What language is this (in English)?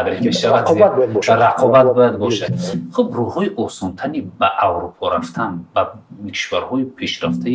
Tajik